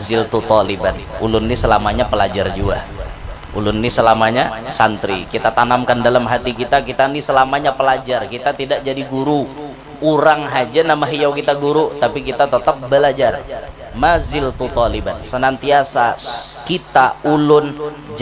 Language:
Banjar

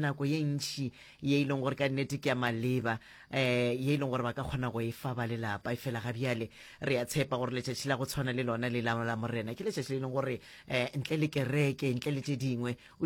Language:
Northern Sotho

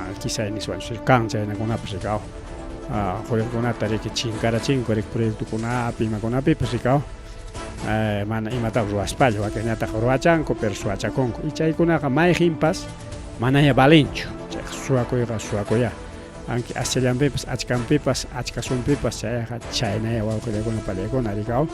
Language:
Ayacucho Quechua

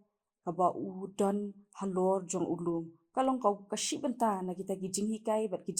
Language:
Khasi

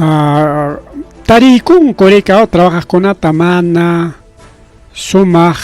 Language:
Ayacucho Quechua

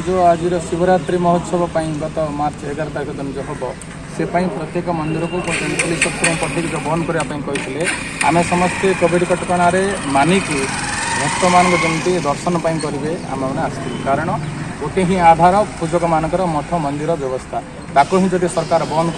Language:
Odia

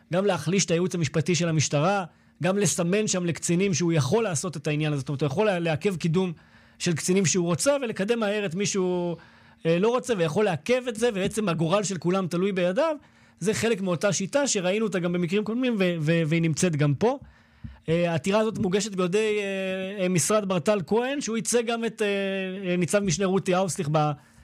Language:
Hebrew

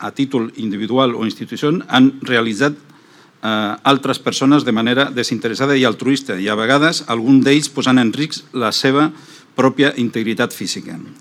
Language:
Catalan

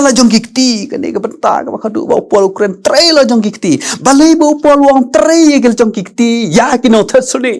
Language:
Khasi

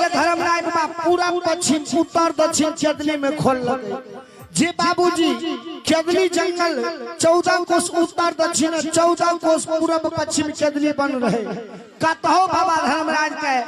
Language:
Maithili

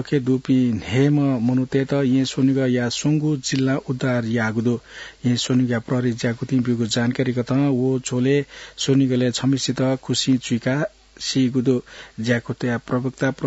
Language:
Newari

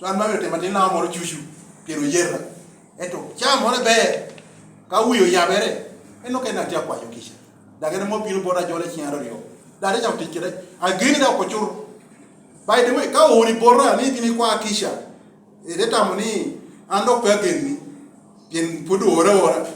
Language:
Lango (Uganda)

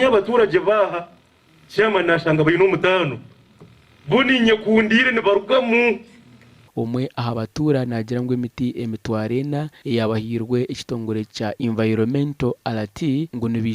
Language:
Nyankole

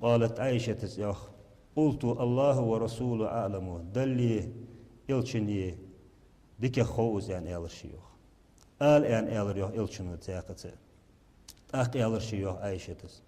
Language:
Ingush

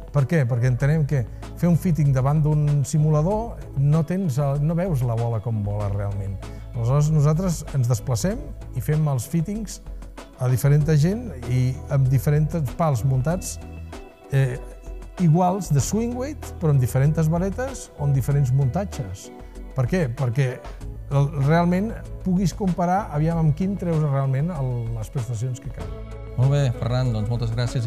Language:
Catalan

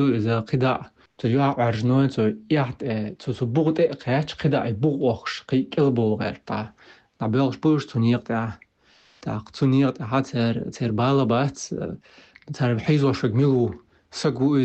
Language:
Chechen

